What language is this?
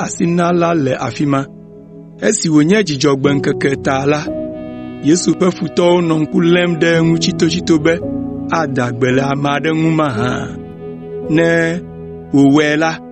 Ewe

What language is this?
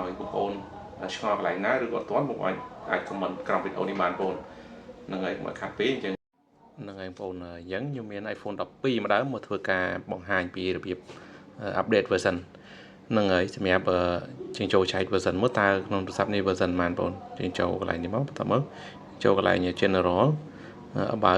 Khmer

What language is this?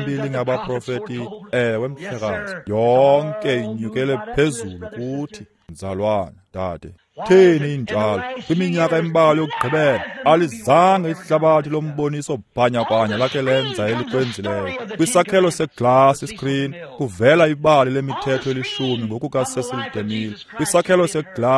Xhosa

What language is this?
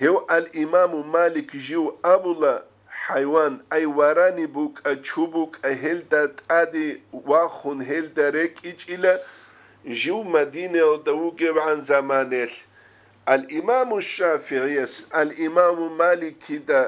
Avaric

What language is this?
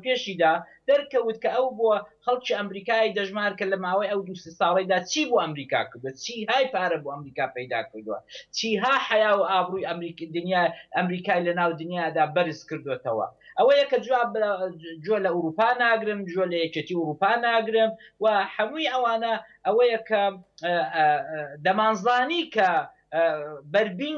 Central Kurdish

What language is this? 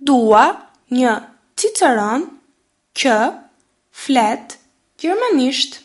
Albanian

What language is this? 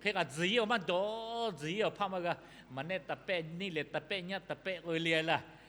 Lahu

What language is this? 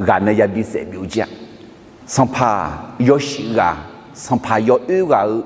Akha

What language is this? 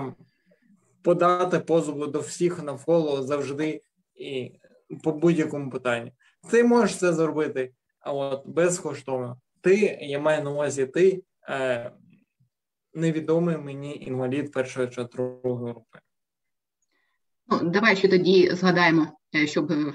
Ukrainian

